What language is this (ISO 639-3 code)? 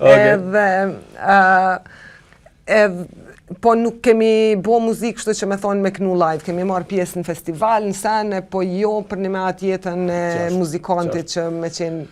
sqi